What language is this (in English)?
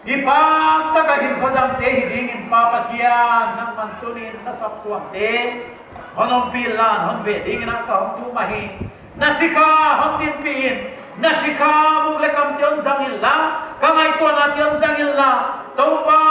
Paite Chin